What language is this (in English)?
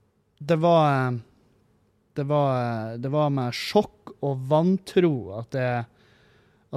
Norwegian